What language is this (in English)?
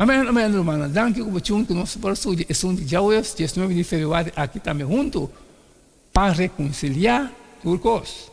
Papiamento